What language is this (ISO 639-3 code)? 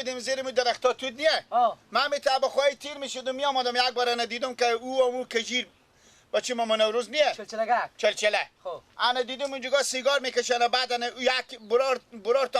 fas